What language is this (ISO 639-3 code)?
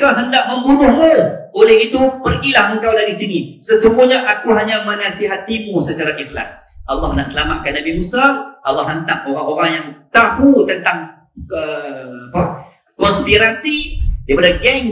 msa